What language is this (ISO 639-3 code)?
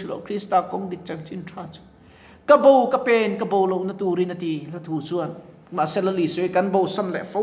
lus